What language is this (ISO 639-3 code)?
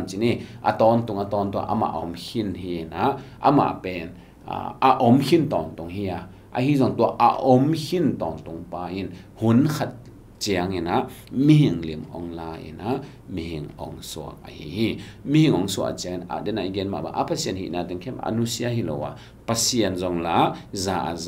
ctd